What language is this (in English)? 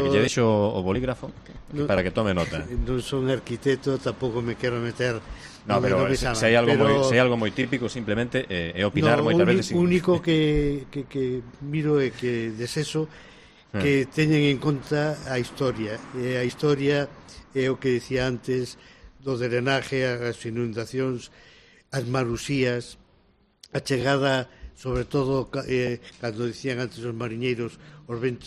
Galician